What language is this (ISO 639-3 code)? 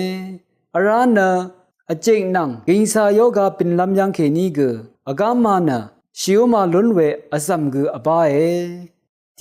raw